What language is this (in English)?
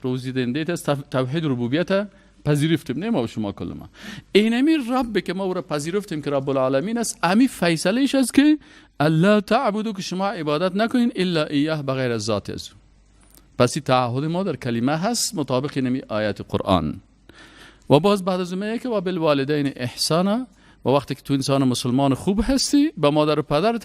Persian